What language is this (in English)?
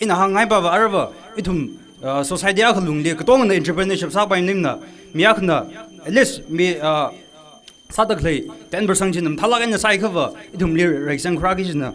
Tangkhul Naga (India)